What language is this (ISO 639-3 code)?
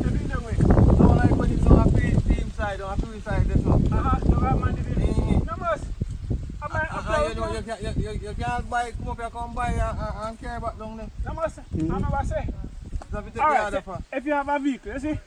jam